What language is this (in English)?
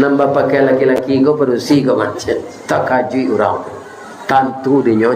Minangkabau